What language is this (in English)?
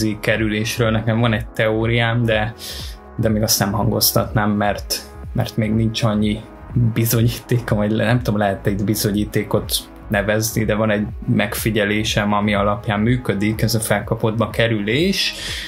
Hungarian